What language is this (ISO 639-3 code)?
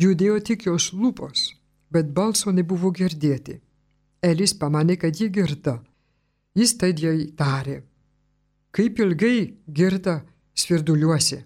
lit